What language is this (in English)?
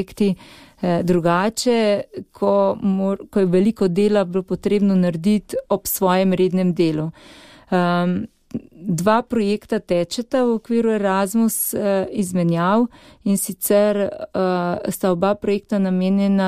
Slovenian